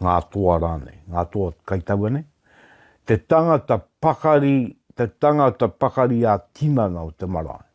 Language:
Māori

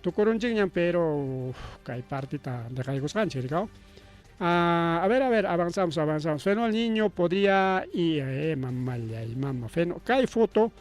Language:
Ayacucho Quechua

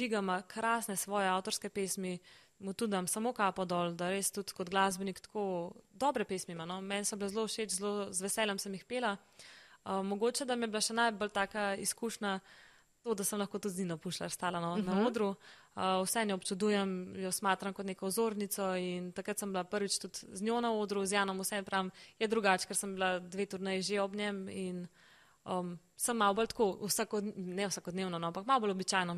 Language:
Slovenian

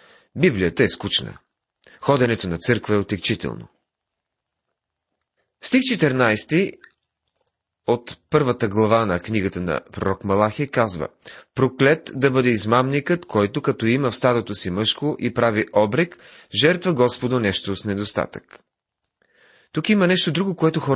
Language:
Bulgarian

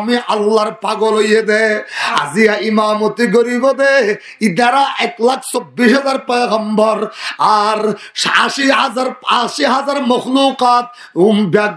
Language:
Rohingya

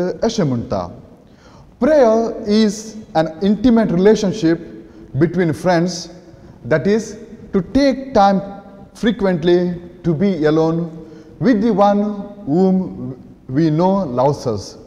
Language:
Konkani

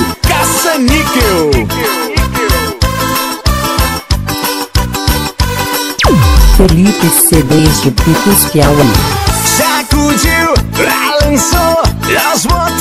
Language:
Portuguese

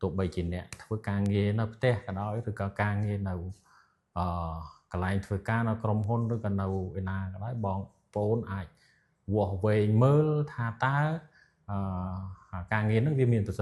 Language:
Khmer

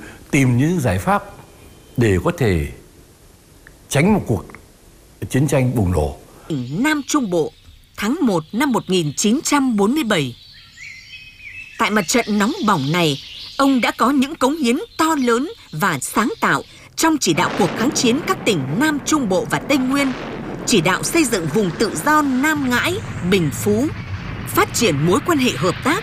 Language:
Vietnamese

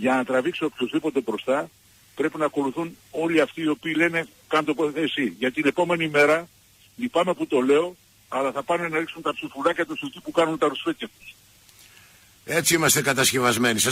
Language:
Greek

